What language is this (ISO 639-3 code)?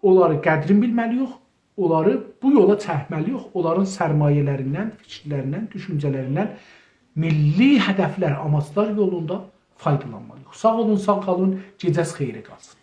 azb